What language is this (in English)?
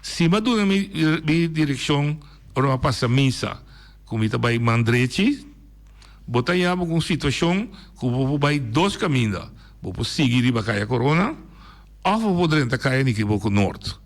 Papiamento